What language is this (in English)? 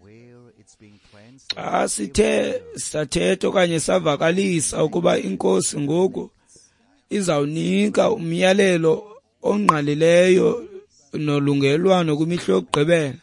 Xhosa